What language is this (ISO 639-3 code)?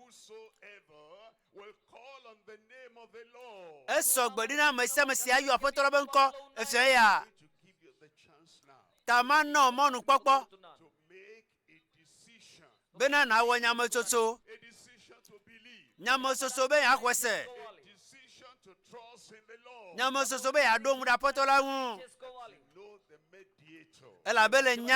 ewe